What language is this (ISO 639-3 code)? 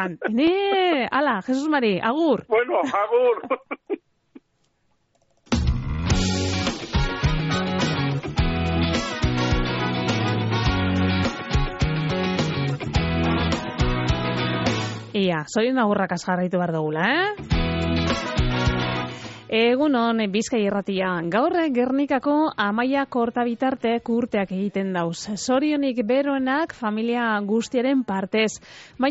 eus